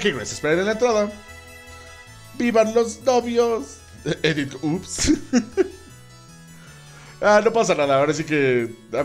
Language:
Spanish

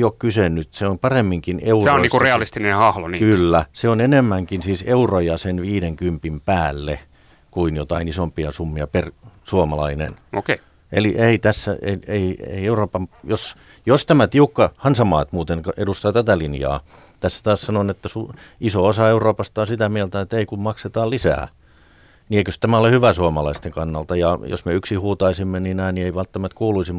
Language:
Finnish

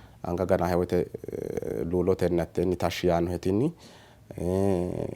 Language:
Sidamo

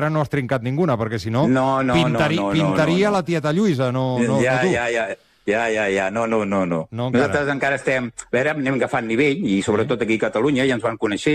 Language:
Catalan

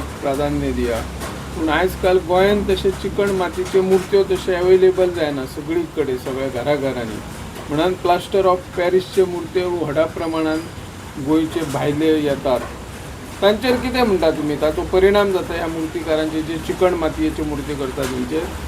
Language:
Konkani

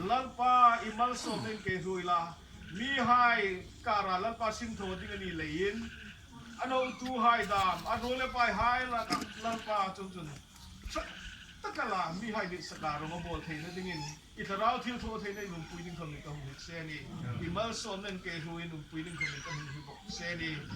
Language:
Hmar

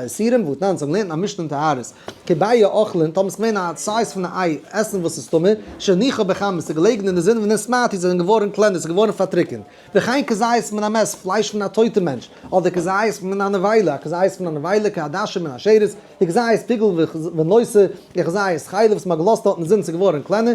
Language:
Yiddish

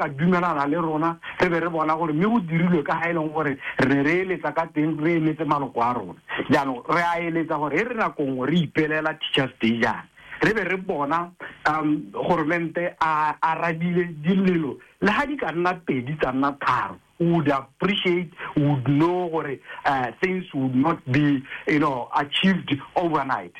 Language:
Tswana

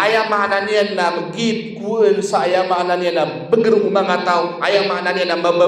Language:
Maranao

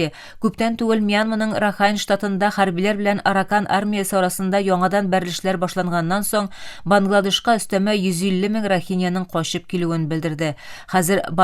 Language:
Tatar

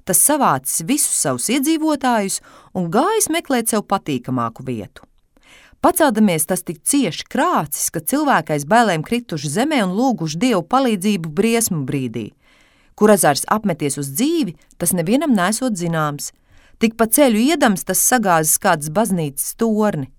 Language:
Latvian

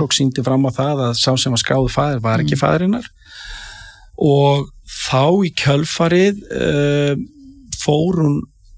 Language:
Icelandic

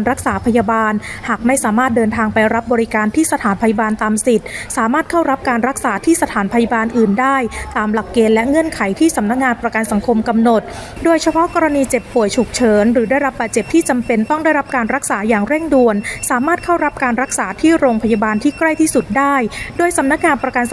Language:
Thai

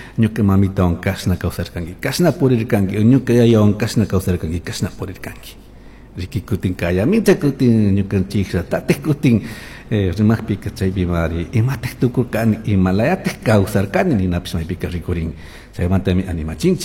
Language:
Chimborazo Highland Quichua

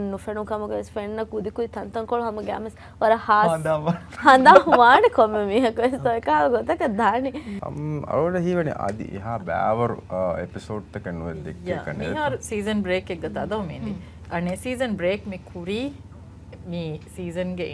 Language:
Divehi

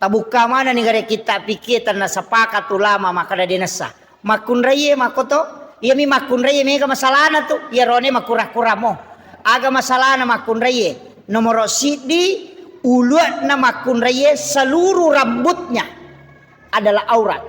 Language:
Buginese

